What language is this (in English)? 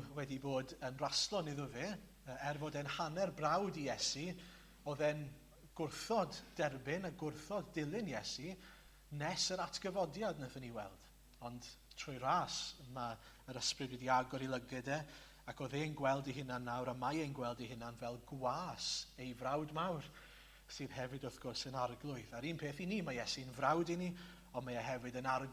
Welsh